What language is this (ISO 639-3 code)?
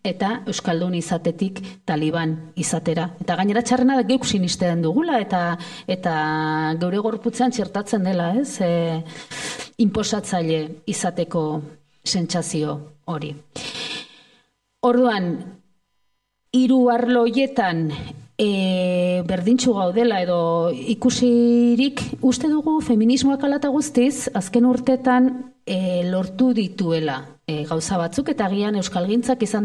eus